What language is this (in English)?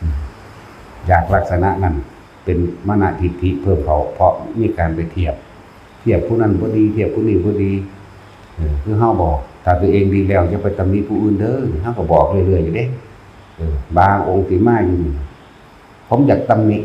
Northeastern Thai